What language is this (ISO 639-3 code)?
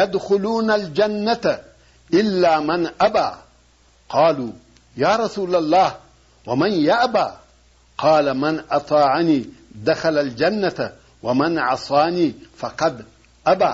pus